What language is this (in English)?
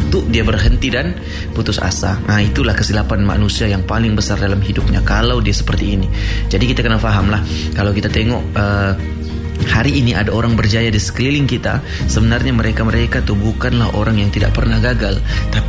Malay